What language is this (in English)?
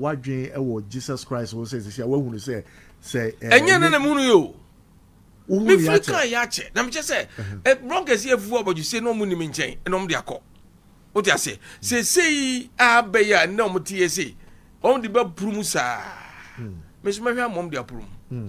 Akan